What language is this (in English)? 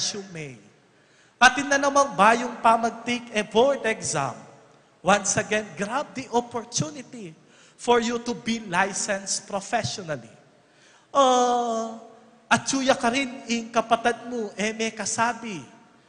Pampanga